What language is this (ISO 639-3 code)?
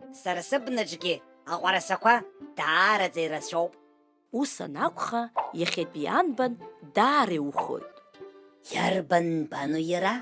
abk